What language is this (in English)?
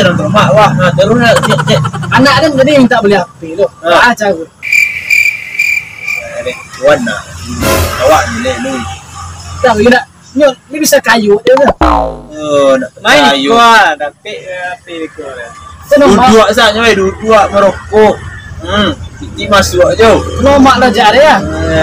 Minangkabau